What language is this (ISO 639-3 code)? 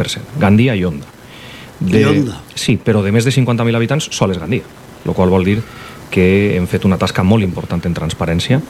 cat